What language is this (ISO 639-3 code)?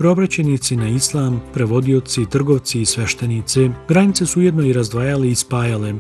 bos